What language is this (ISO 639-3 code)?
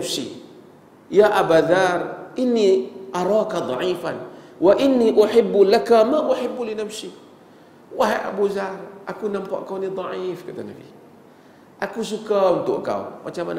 msa